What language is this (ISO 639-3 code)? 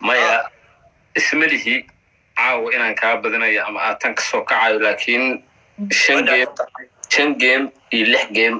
som